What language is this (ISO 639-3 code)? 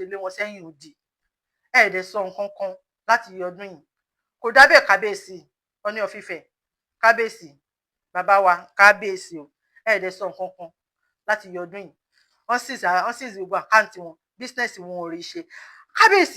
yor